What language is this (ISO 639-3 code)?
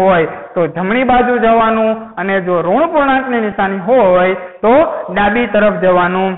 guj